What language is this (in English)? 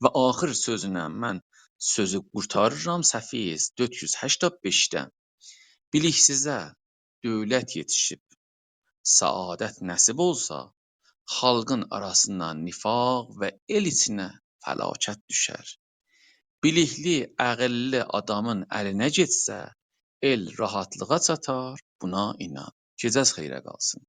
South Azerbaijani